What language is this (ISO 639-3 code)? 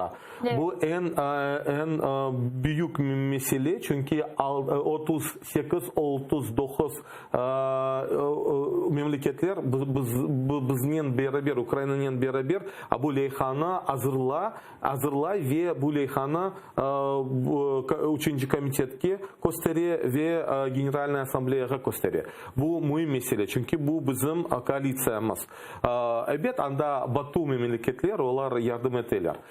crh